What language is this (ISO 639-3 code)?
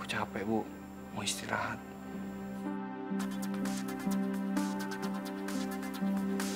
ind